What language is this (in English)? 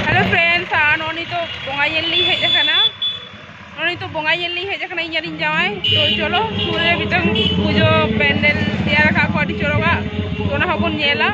Santali